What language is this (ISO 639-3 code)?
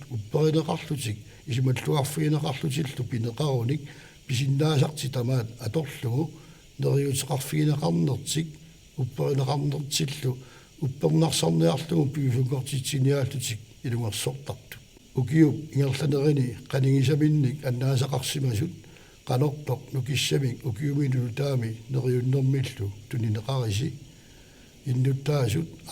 kal